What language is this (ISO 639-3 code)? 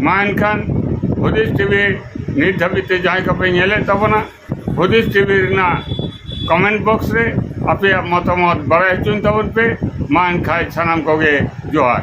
sat